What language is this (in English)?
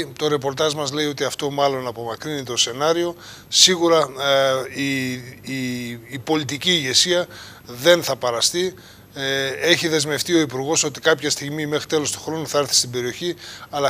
Greek